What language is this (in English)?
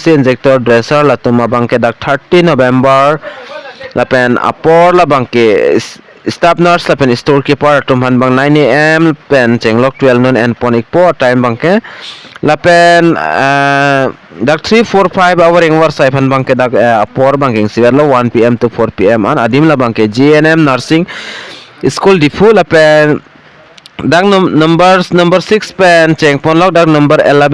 Karbi